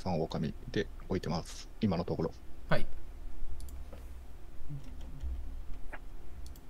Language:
Japanese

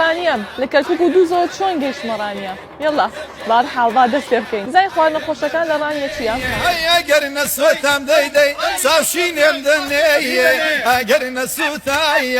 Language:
Central Kurdish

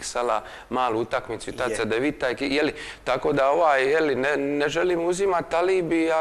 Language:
Croatian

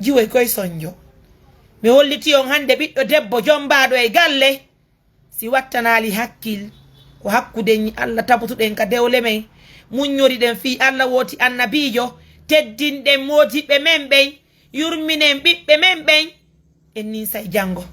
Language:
Fula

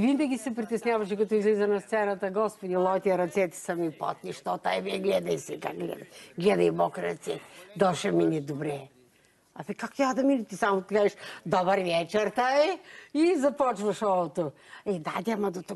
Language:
Bulgarian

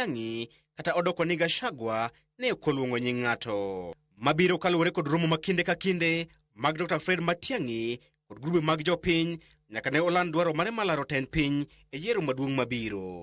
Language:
Luo (Kenya and Tanzania)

